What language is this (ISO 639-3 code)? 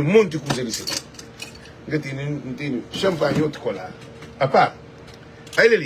kea